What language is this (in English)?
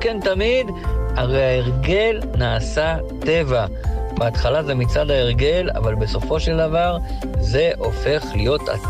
Hebrew